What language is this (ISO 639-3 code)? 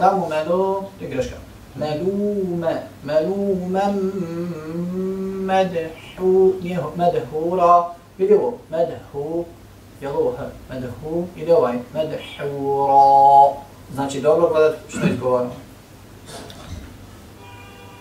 bos